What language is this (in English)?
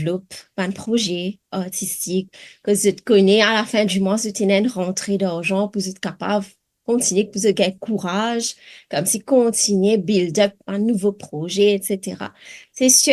Morisyen